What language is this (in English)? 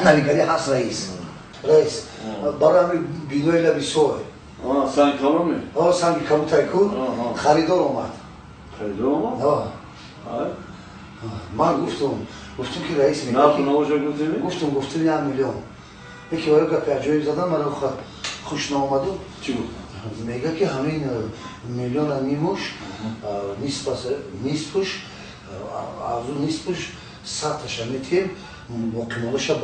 Tajik